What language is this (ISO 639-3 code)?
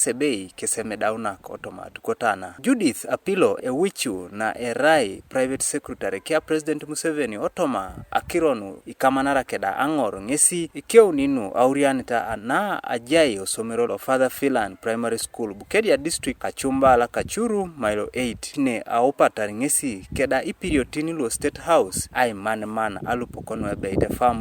teo